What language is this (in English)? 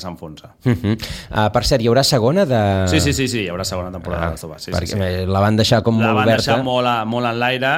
Catalan